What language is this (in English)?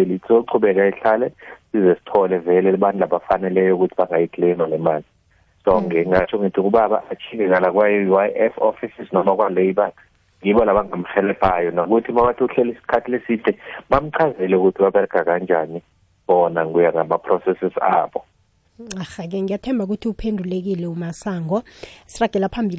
South Ndebele